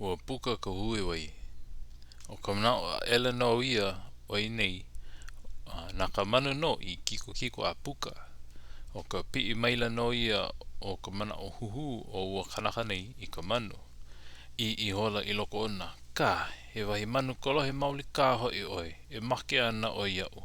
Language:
Hawaiian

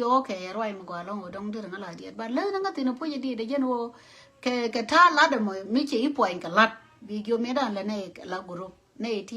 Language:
Nuer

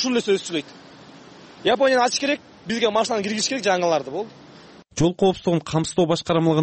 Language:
Kyrgyz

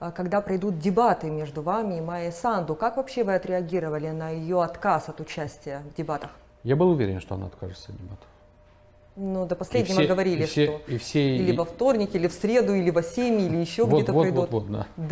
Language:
Russian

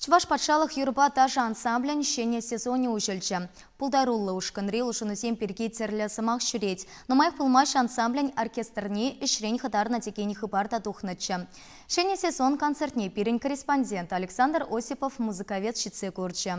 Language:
Chuvash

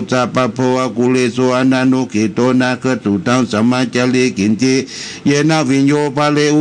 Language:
Pali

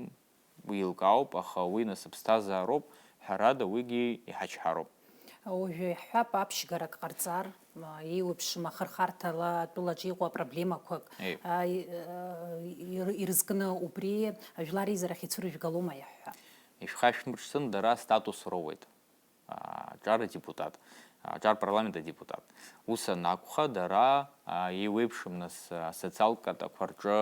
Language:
Abkhazian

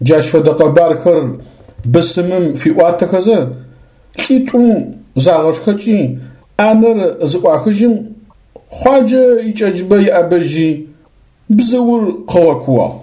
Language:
Adyghe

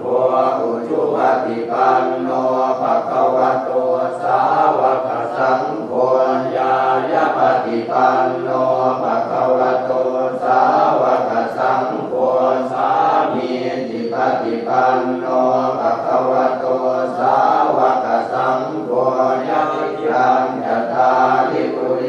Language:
Pali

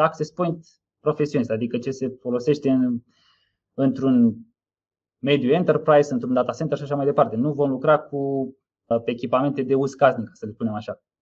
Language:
Romanian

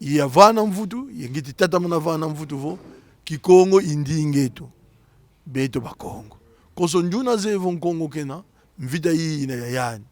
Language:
Kongo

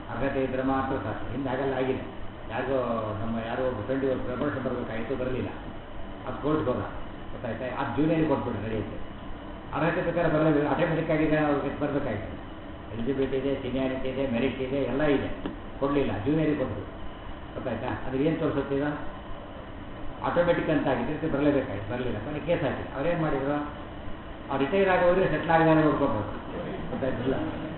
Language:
Kannada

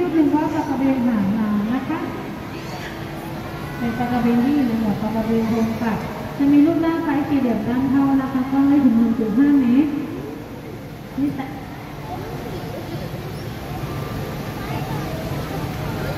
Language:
Thai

